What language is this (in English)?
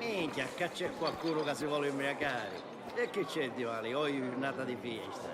Sicilian